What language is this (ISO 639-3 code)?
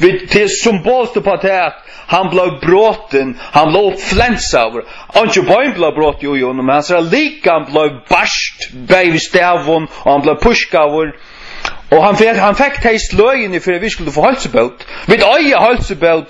fao